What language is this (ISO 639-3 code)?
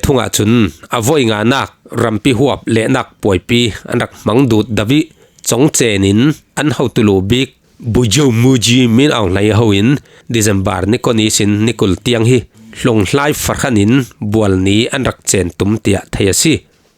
cfm